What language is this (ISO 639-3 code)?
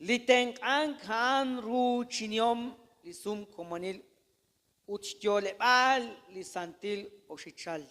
kek